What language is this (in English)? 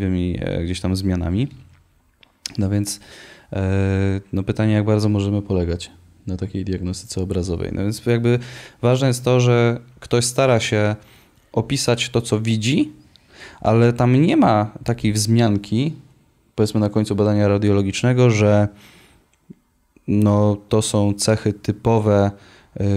Polish